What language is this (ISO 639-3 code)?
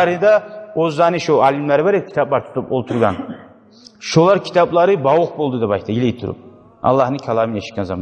kum